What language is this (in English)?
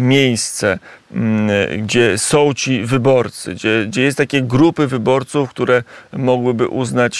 Polish